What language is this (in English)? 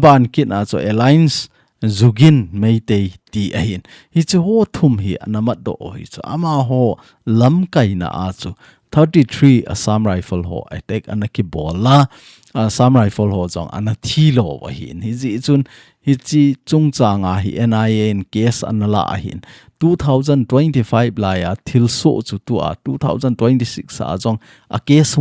Thado Chin